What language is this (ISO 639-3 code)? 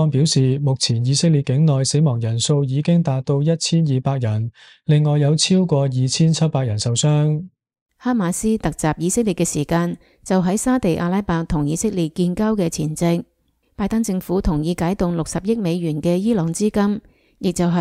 yue